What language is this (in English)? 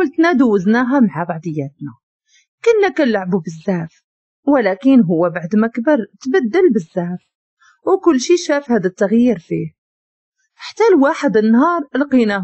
Moroccan Arabic